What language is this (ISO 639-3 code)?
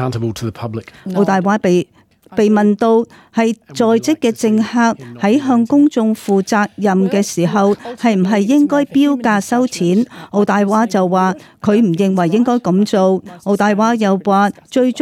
yue